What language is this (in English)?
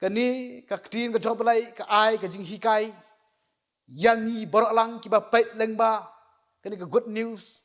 Khasi